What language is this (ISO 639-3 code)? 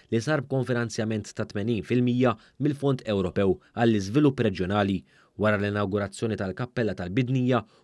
mlt